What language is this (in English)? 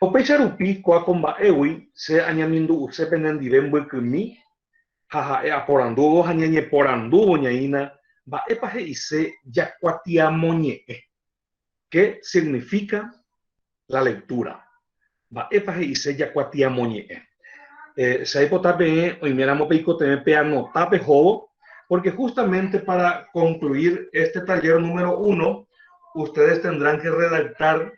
Guarani